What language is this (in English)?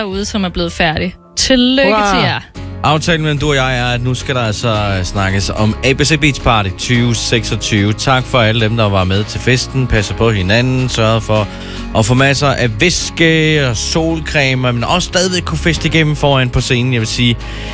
Danish